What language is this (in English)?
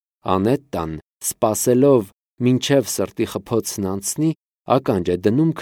Armenian